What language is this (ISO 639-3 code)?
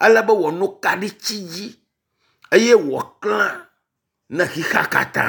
ewe